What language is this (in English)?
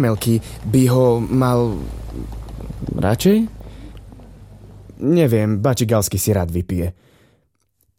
Slovak